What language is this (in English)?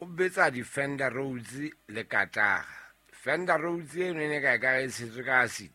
Southern Sotho